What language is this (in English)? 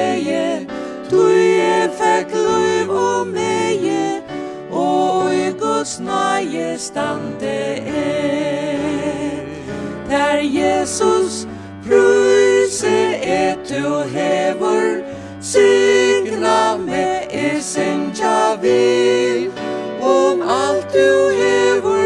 Faroese